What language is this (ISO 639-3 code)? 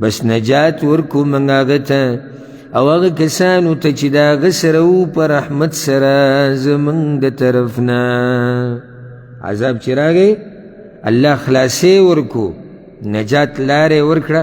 pus